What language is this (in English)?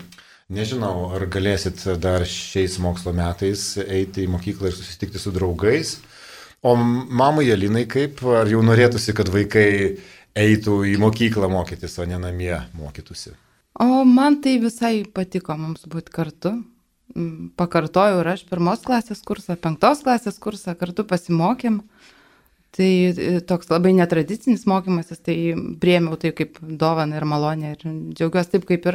Lithuanian